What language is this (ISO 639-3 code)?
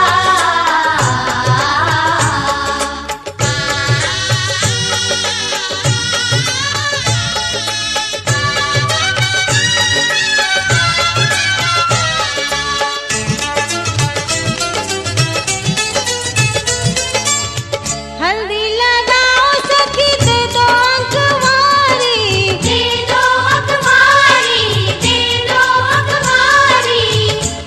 bho